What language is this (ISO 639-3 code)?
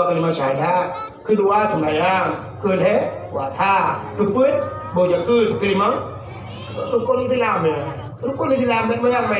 ace